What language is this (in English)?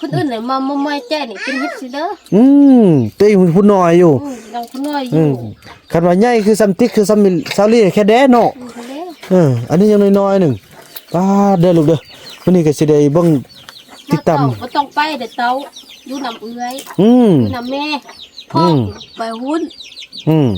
Northeastern Thai